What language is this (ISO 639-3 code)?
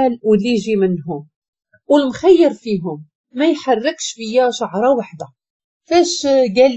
ary